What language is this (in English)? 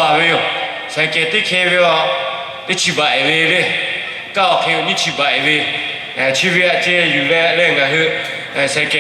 Lahu